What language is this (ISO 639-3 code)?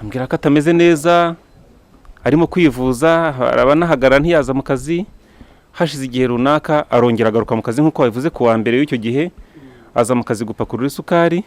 kin